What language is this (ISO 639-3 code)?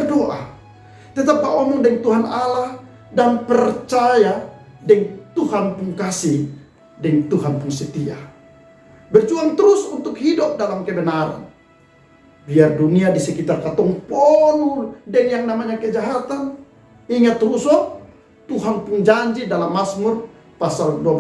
mkn